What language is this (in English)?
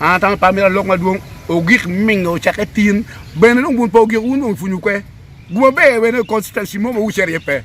Acoli